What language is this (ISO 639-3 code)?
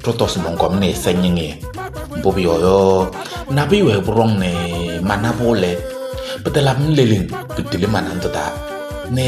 kbp